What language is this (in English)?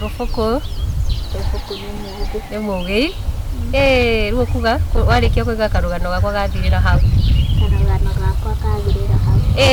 Kikuyu